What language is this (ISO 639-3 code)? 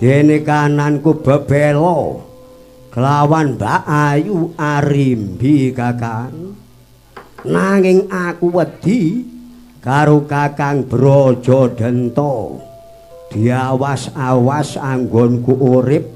jav